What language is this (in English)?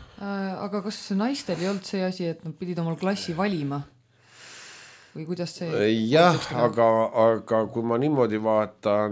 Estonian